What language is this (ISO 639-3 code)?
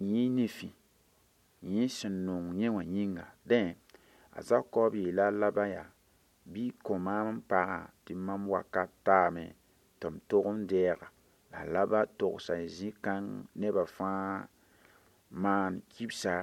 mos